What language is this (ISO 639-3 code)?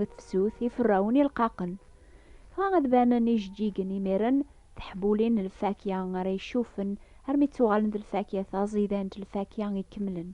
kab